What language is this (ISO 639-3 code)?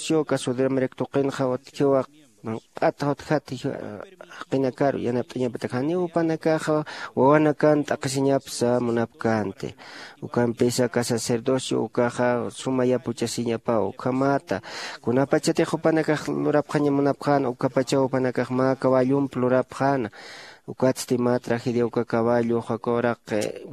aym